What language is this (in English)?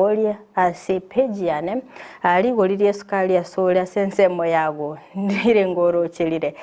Gusii